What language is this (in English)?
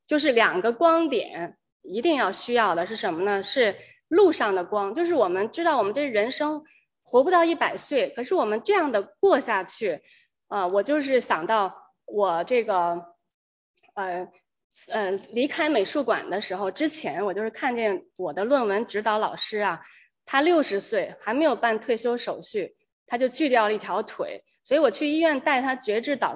Chinese